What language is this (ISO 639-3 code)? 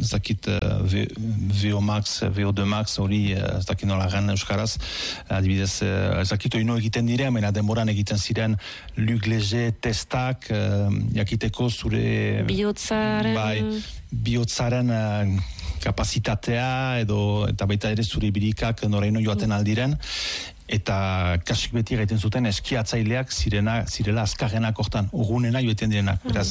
eus